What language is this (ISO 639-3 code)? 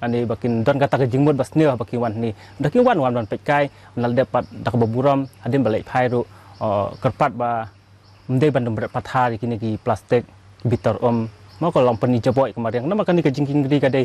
kha